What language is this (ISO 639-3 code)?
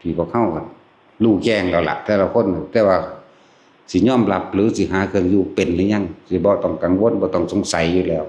tts